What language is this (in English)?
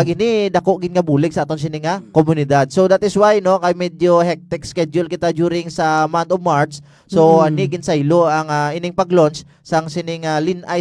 Hiligaynon